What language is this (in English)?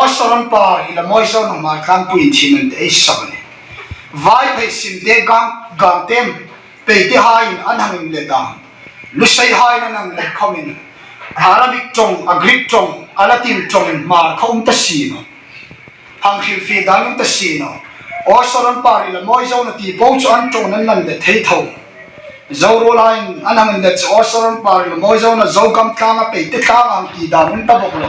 Hmar